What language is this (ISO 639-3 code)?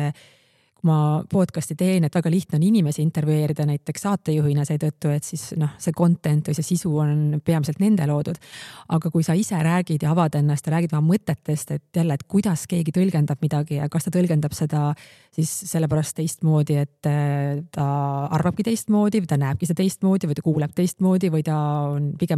est